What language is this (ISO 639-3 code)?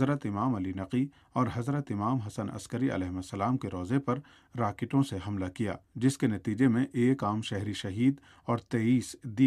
urd